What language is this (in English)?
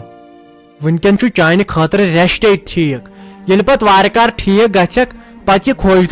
Kashmiri